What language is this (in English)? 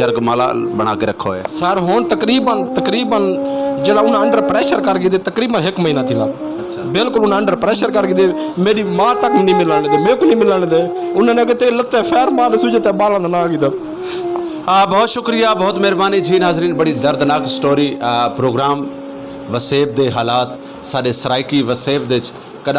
Saraiki